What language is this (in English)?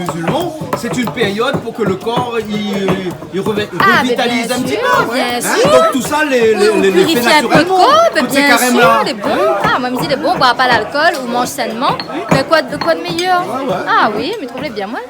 Réunion Creole French